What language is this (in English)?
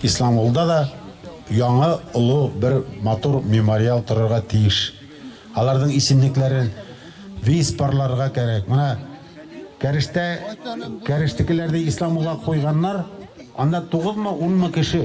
Bashkir